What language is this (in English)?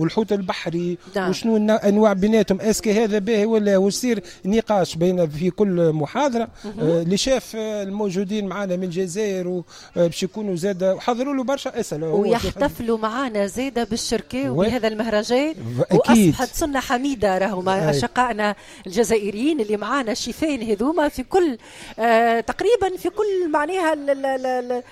Tunisian Arabic